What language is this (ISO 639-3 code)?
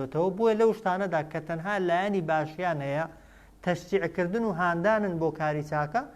ckb